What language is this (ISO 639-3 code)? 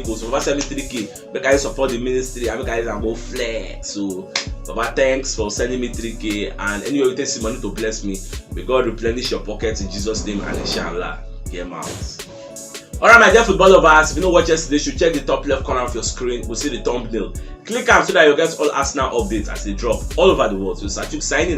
pcm